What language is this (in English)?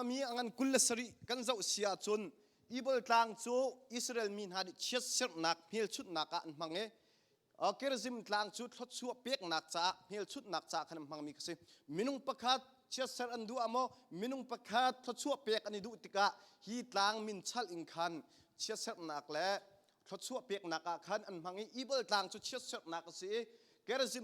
Hakha Chin